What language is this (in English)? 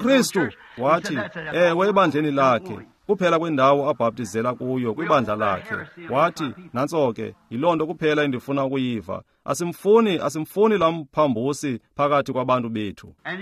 Xhosa